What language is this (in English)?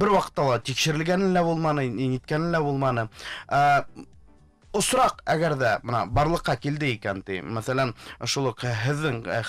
Bashkir